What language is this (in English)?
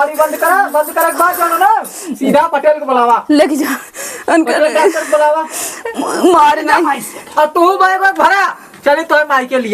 Awadhi